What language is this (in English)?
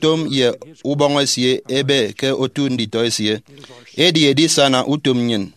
Efik